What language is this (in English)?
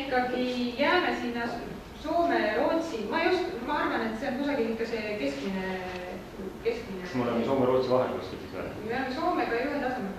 Estonian